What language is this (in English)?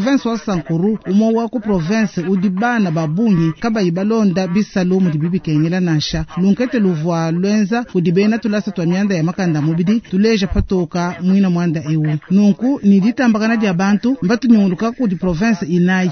Luba-Lulua